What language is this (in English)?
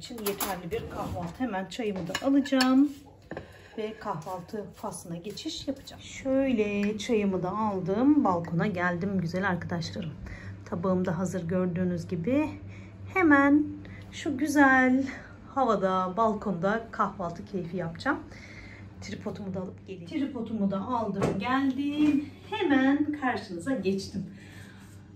Turkish